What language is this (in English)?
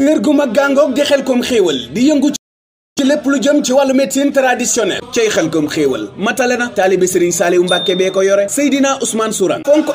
Wolof